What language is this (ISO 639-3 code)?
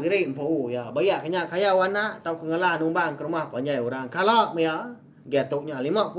iba